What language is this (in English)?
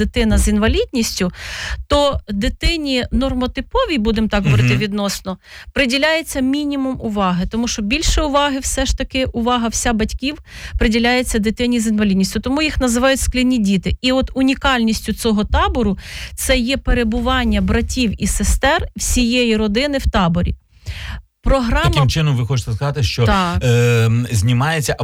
Ukrainian